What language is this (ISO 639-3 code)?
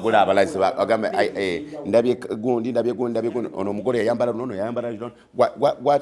lug